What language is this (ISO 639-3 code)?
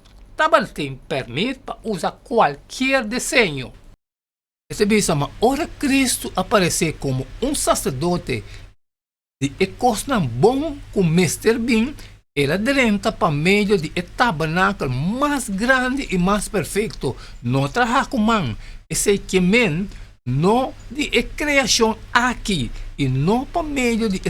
pap